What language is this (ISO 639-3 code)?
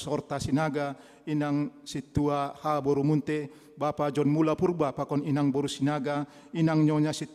bts